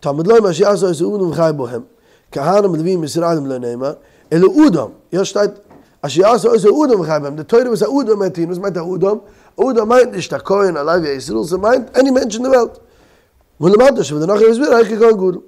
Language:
Yiddish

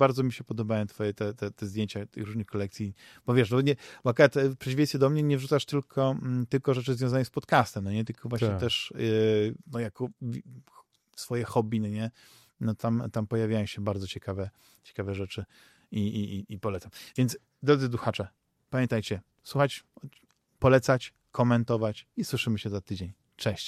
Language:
Polish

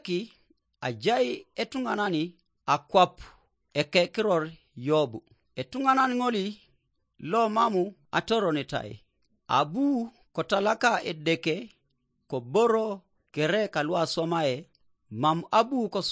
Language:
Teso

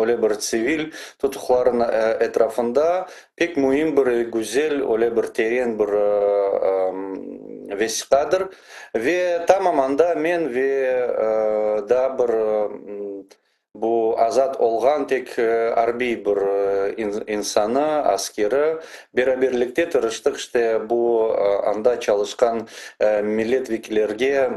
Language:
Crimean Tatar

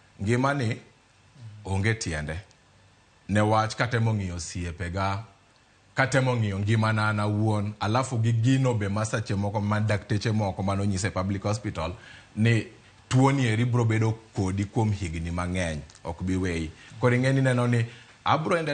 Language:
Luo (Kenya and Tanzania)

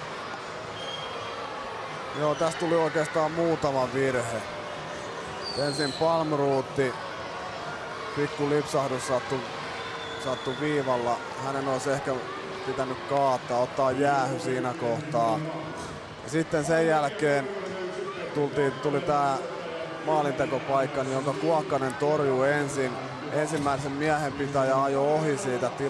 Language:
Finnish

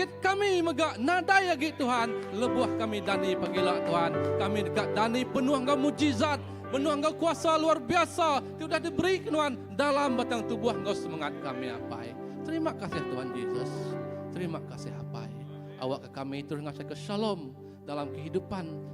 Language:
Iban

